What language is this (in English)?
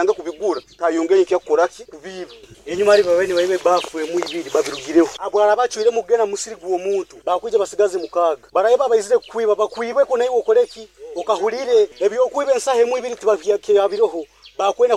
Nyoro